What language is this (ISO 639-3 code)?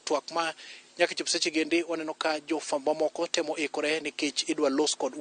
luo